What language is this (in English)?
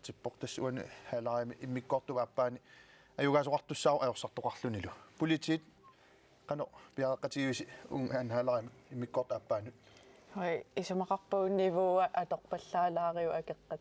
Kalaallisut